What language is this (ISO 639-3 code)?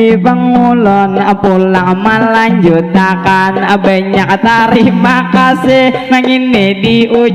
bjn